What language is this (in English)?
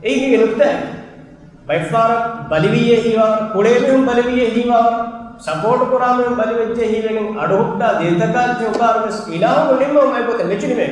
Divehi